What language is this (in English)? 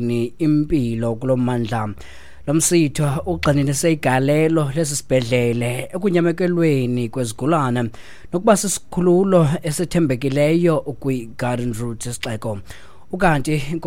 Xhosa